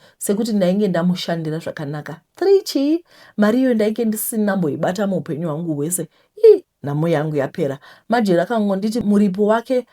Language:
Shona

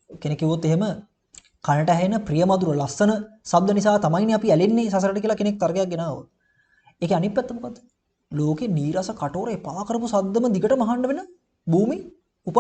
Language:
Sinhala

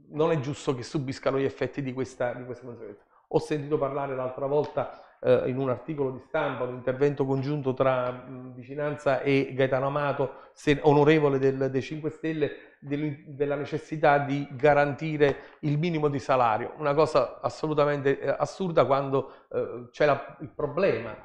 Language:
Italian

